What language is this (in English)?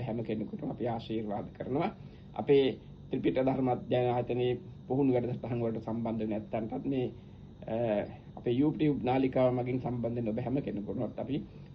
Sinhala